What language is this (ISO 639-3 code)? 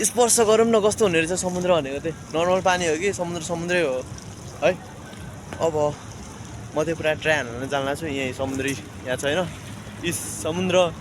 nep